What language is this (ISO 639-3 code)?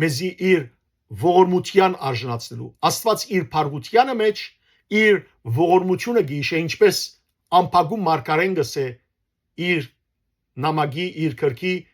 hyw